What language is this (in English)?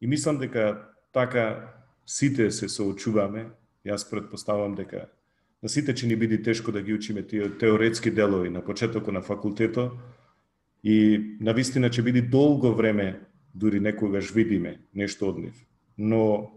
Macedonian